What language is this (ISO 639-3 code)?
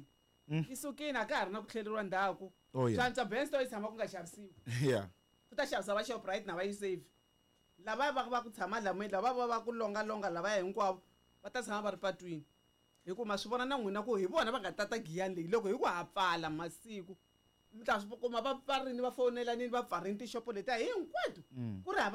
tso